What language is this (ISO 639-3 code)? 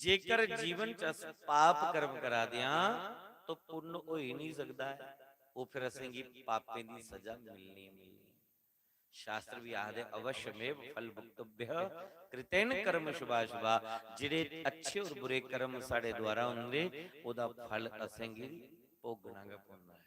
doi